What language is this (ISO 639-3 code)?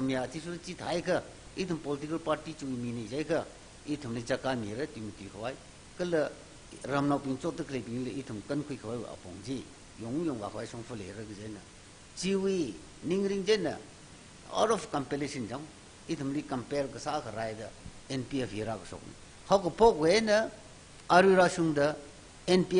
nmf